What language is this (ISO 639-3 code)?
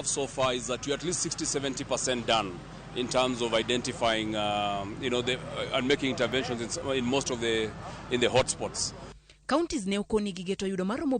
luo